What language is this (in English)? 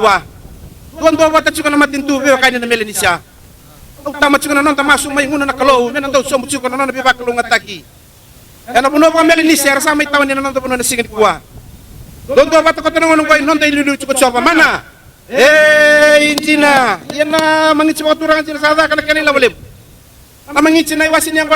Fijian